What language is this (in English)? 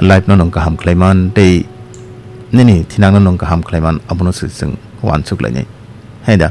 Kok Borok